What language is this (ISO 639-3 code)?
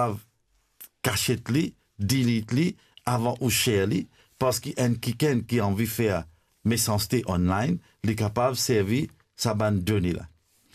mfe